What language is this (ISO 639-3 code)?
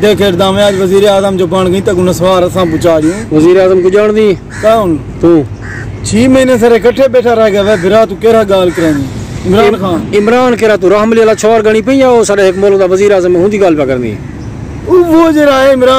skr